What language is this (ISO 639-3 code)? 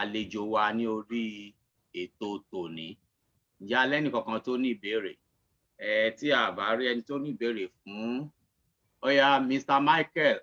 yor